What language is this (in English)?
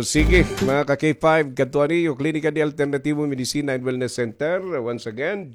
Waray